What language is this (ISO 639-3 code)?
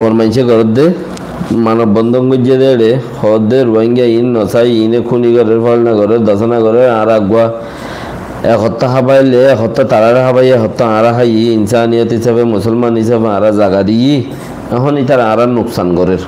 rhg